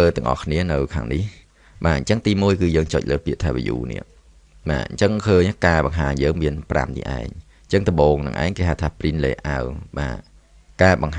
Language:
Khmer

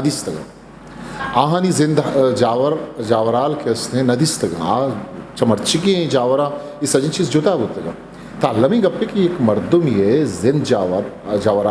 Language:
Eastern Balochi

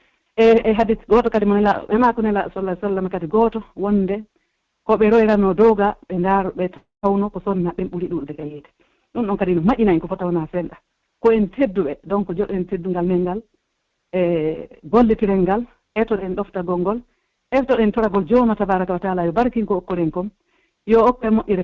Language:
Pular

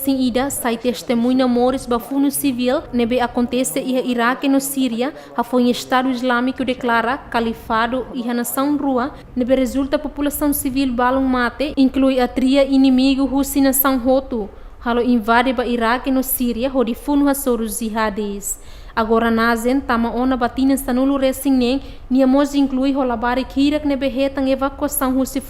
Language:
Tetum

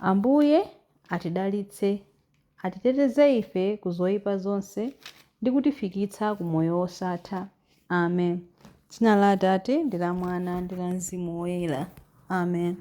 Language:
Nyanja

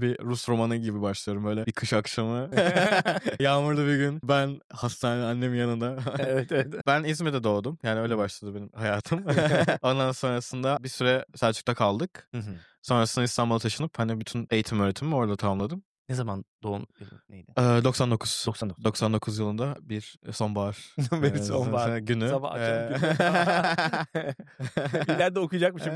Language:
Turkish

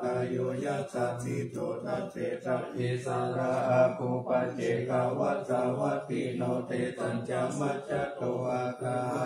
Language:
Pali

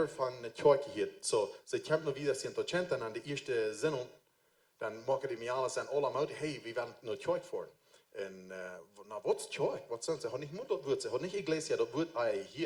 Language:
Plautdietsch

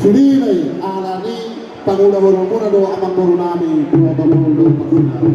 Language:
Batak Toba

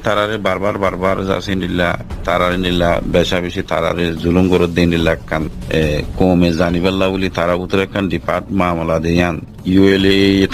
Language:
Rohingya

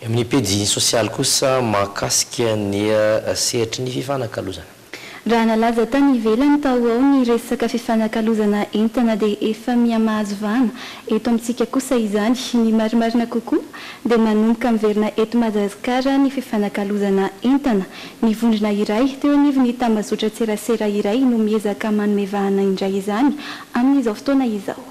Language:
Malagasy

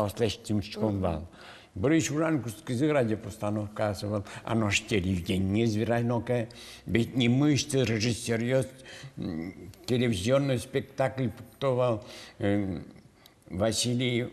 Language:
Udmurt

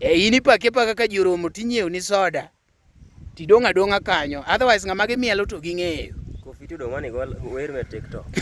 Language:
Luo (Kenya and Tanzania)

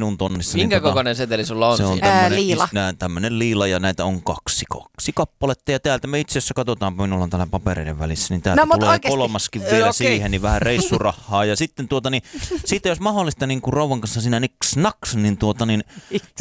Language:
Finnish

